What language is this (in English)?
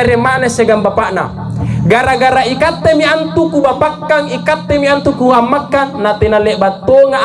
Makasar